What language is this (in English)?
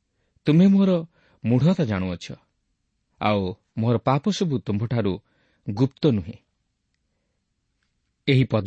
Odia